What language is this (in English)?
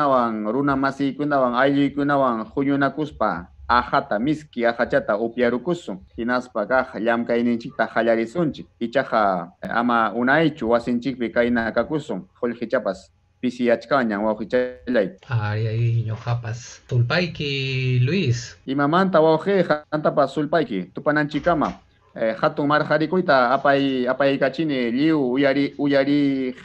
Ayacucho Quechua